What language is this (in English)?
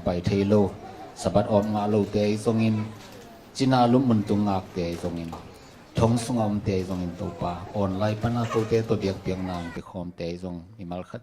Tedim Chin